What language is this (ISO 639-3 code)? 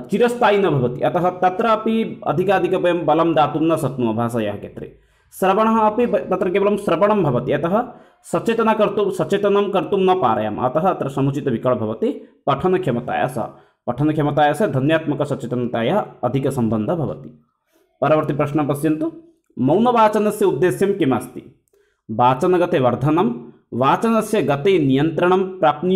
san